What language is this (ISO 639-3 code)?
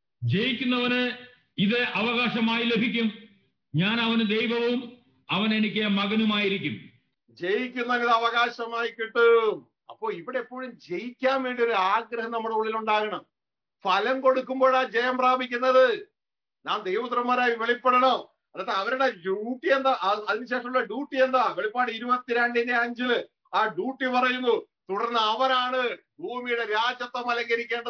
mal